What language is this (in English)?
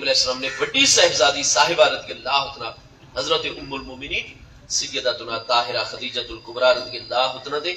Saraiki